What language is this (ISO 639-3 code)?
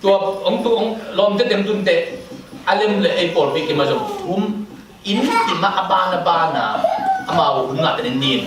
ctd